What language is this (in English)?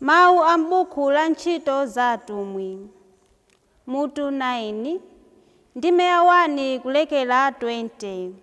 Nyanja